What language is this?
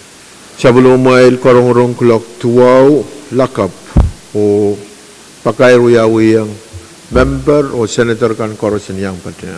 Pohnpeian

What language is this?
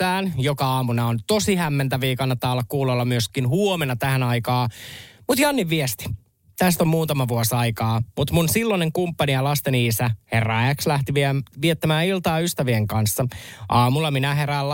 Finnish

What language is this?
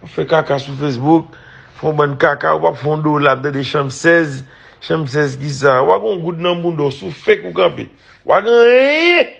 Haitian Creole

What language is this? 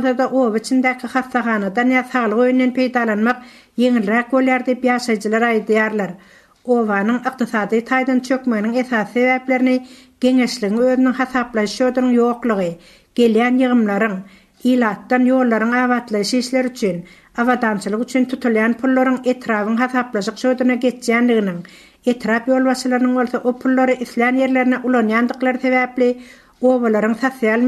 Turkmen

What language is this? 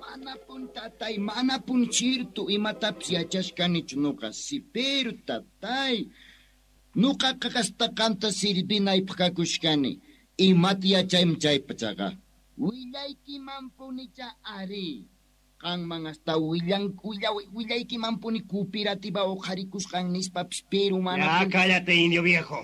Quechua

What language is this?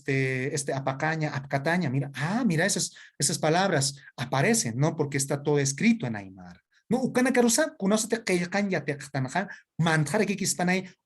Aymara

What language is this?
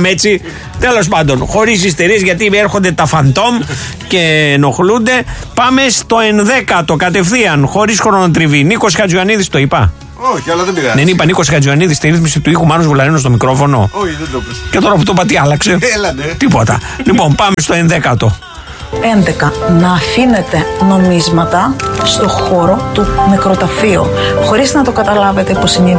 Greek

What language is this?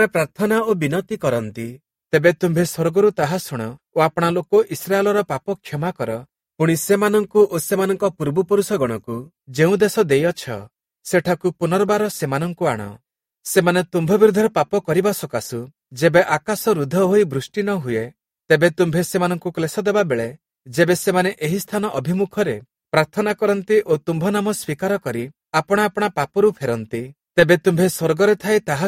Odia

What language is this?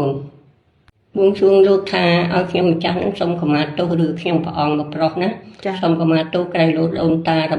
Khmer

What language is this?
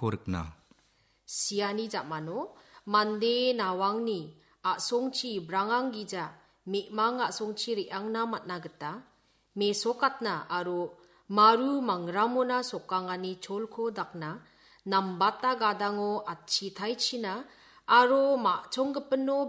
Garo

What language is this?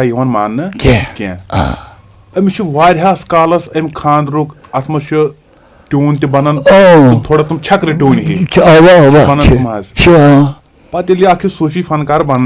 Kashmiri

